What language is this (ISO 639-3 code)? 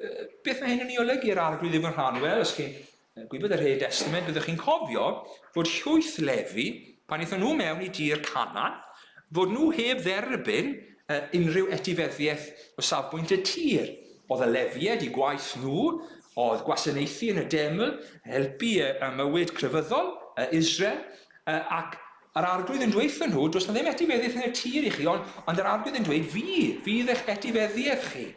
cym